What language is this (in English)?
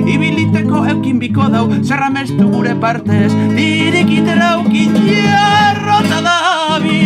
Basque